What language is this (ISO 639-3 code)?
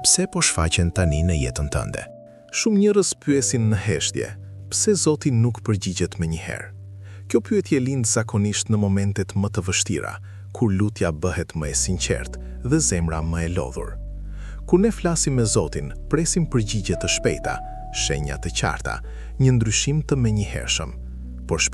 sqi